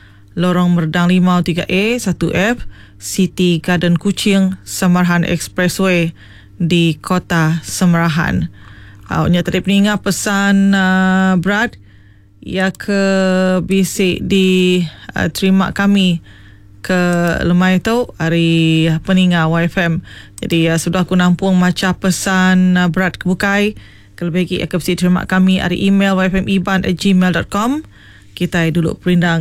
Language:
Iban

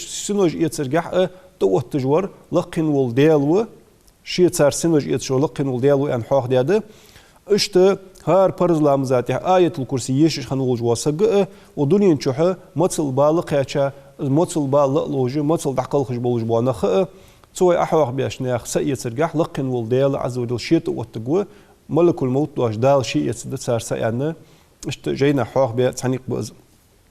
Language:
Ingush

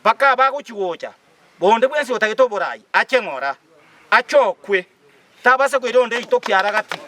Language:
Gusii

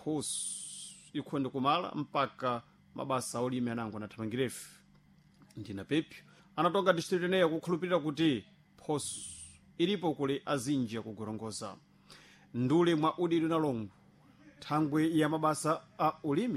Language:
Sena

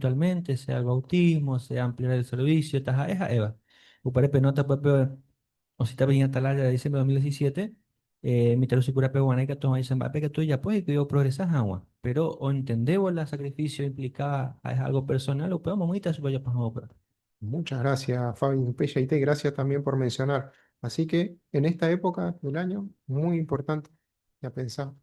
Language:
Guarani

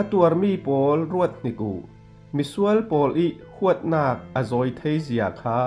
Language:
Falam Chin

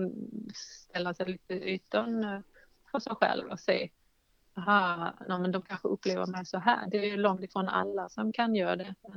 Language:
Swedish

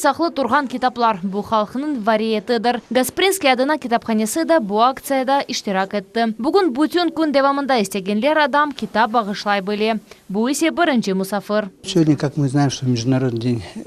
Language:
Crimean Tatar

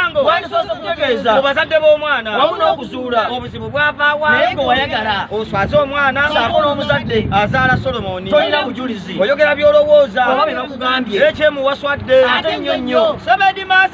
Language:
Ganda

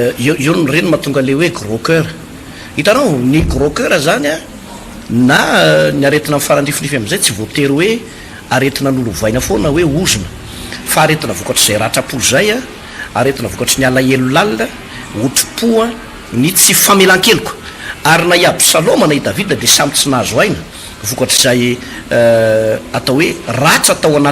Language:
Malagasy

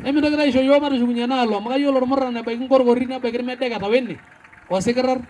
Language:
Masai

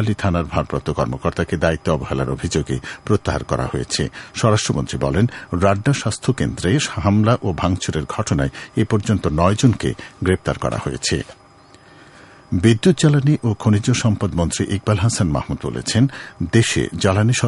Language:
Bangla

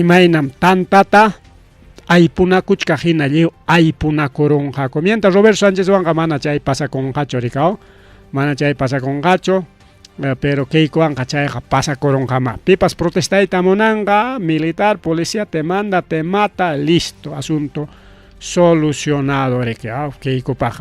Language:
Ayacucho Quechua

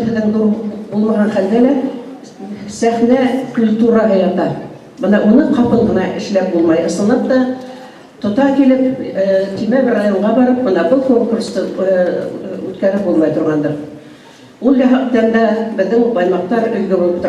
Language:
Bashkir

